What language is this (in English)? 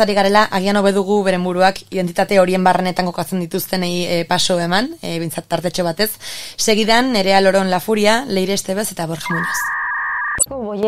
Basque